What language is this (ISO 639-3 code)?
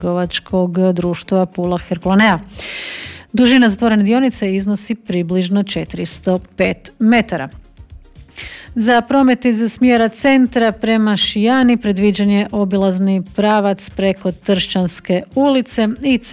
hrv